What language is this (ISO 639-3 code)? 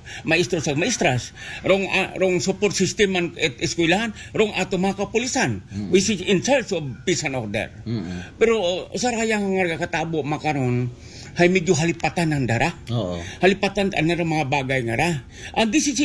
akl